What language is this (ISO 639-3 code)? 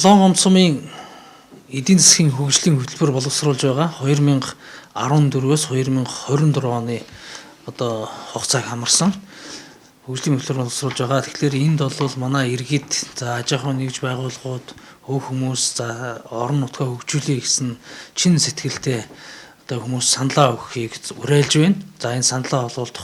mon